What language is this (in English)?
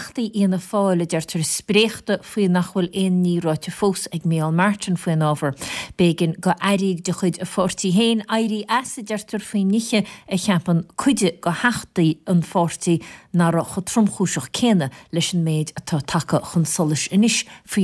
Irish